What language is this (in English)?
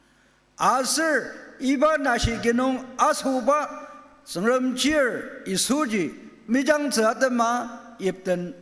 Ao Naga